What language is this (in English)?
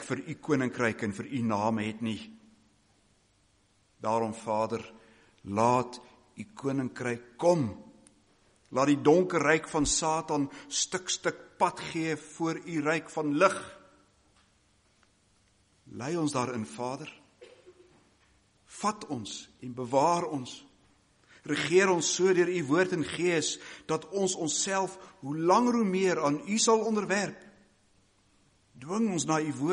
Afrikaans